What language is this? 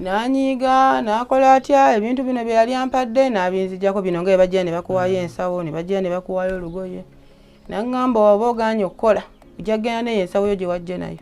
Ganda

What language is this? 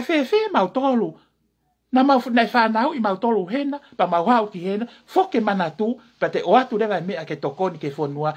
Tongan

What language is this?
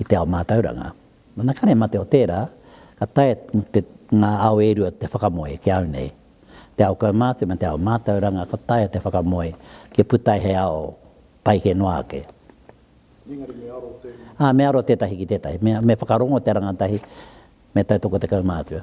Māori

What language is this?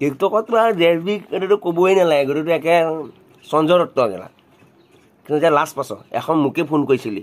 Assamese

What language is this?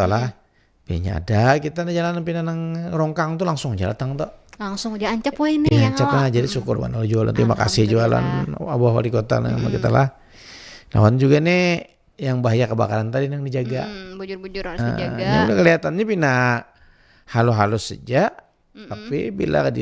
Banjar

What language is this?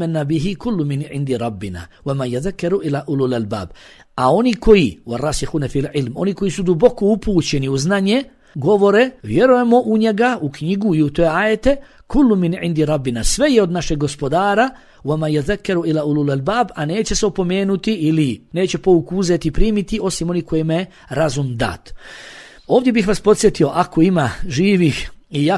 Bosnian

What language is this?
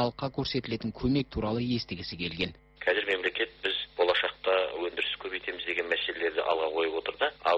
Kazakh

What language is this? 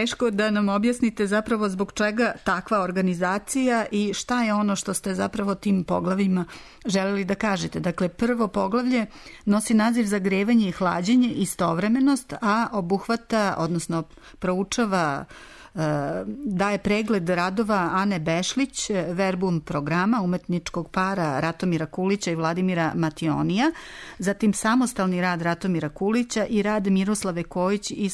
Serbian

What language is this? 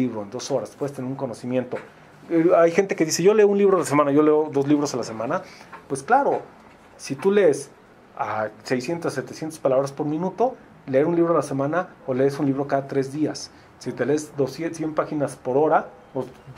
Spanish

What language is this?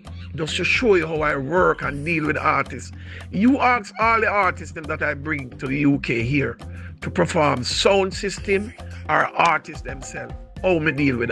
Jamaican Creole English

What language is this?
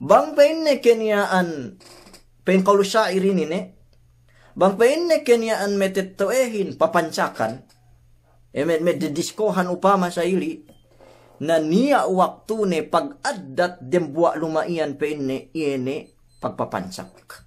Yakan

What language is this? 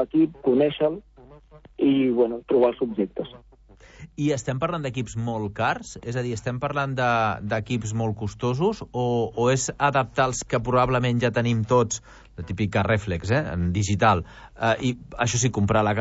Catalan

